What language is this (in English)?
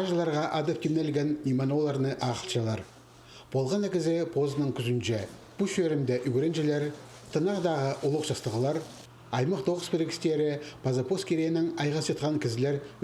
Khakas